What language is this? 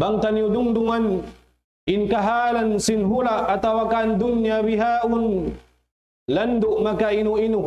Tausug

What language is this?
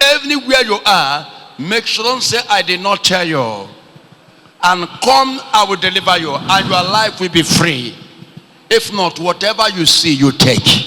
Igbo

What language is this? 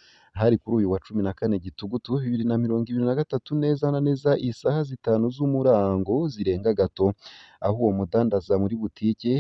Rundi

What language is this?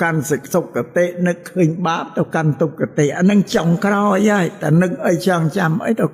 Khmer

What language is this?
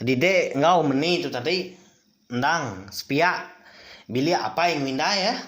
Iban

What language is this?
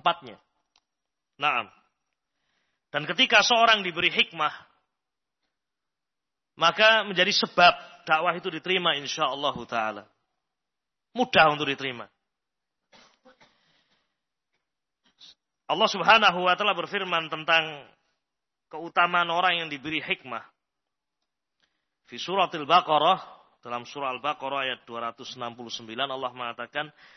Indonesian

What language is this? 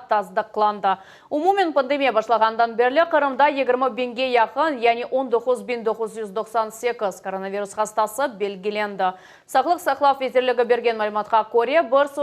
Crimean Tatar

